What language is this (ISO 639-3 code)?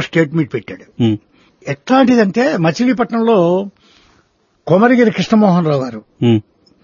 tel